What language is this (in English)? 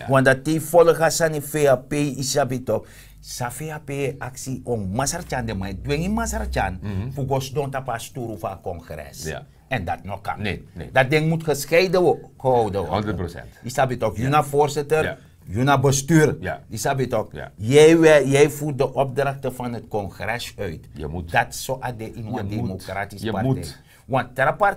Sranan Tongo